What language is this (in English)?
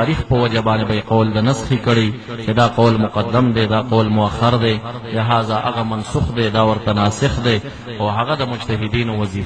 Pashto